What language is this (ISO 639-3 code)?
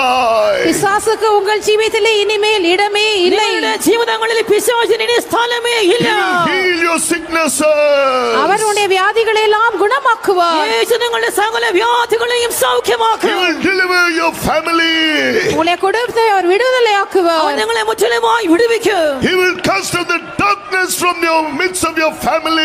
mal